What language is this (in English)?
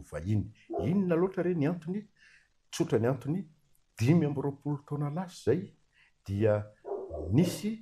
Malagasy